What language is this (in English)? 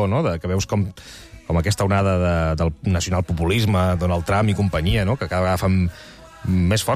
Catalan